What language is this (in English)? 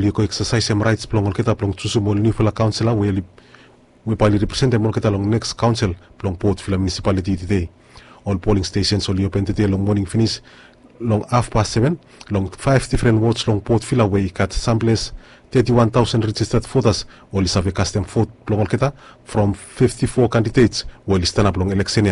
Bislama